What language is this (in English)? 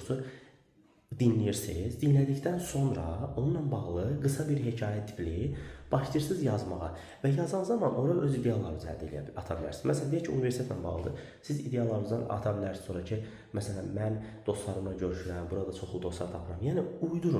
Azerbaijani